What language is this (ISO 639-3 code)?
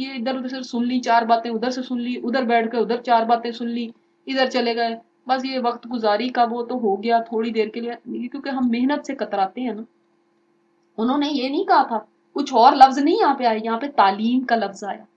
urd